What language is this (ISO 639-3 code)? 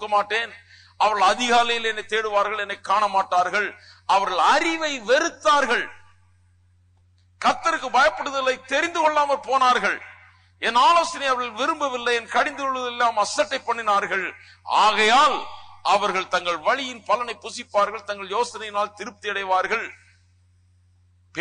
tam